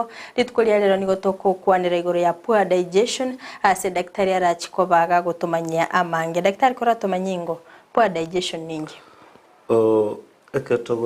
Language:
Gusii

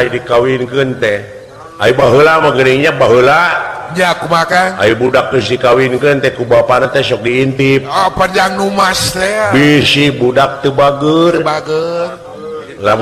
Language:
Sundanese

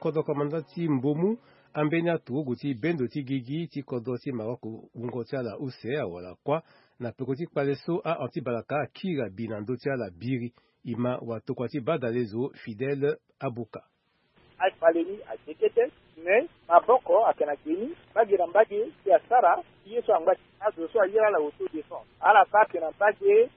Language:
Sango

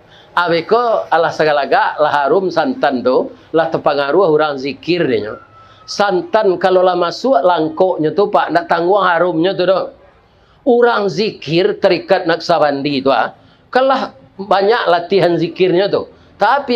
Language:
Minangkabau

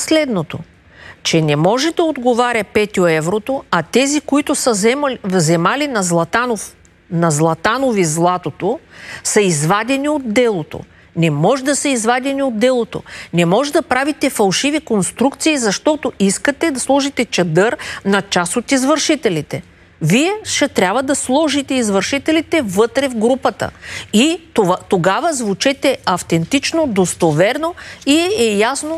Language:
Bulgarian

